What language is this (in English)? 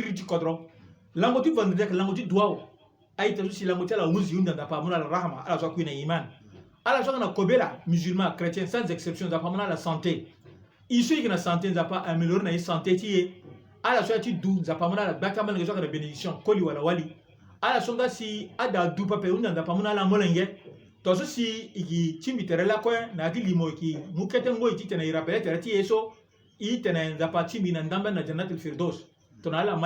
Sango